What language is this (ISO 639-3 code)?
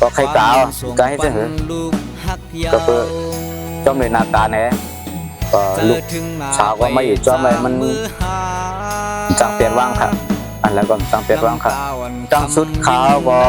shn